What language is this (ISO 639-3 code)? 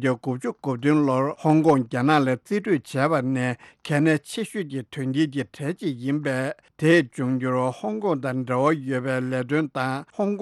bod